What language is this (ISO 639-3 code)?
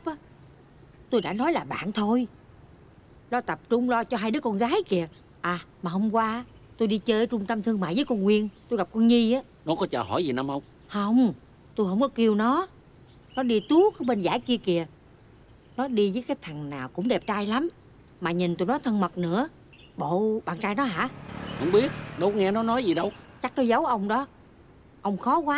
vie